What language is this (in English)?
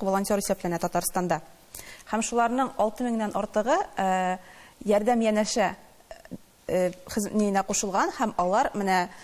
Tatar